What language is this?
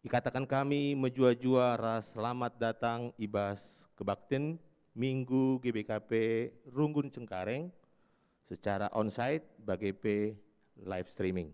Batak Karo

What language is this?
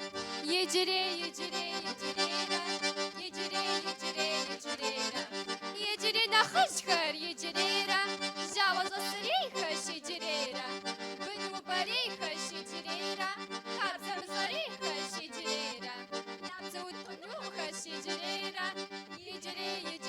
Kabardian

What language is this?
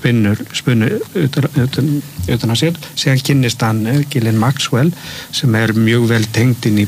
Icelandic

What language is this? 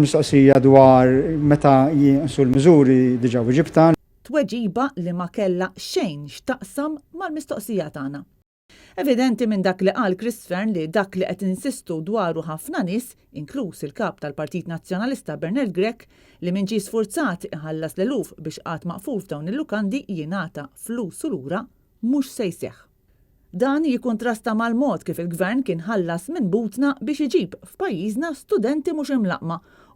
Maltese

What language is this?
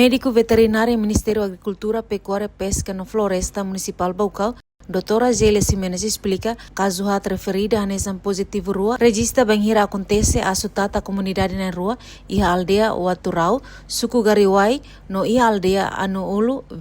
Tetum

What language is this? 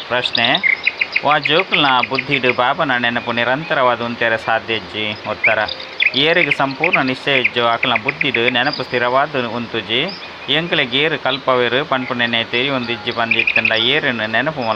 Tulu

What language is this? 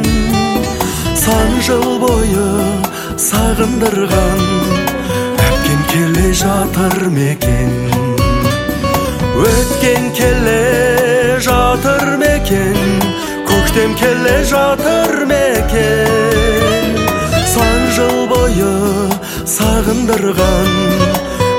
Kazakh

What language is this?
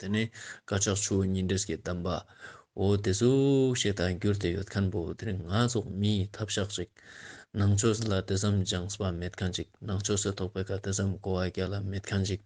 Ladakhi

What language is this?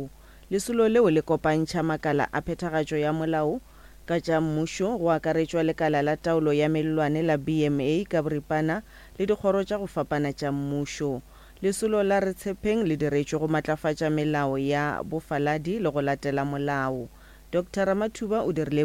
Northern Sotho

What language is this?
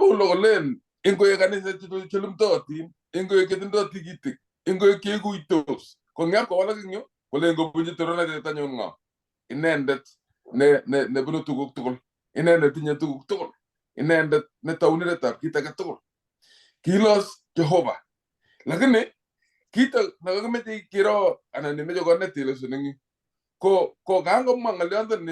Kalenjin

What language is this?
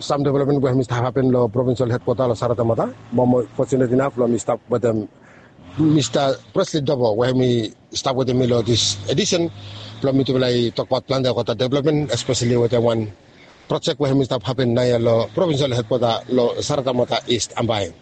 Bislama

